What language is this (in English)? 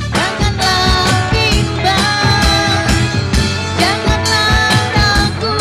Banjar